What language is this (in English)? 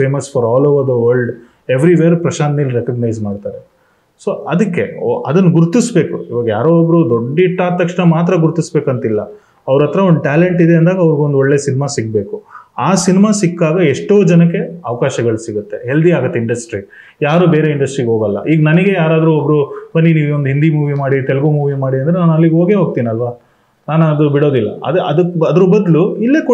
Kannada